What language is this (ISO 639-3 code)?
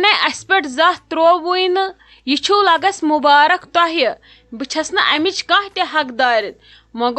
kas